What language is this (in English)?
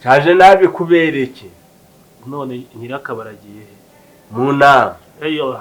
Kinyarwanda